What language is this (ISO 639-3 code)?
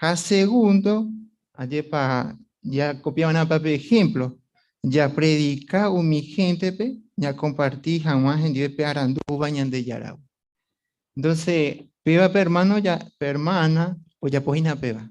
grn